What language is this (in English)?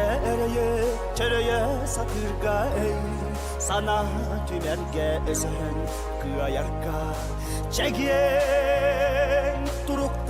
Yakut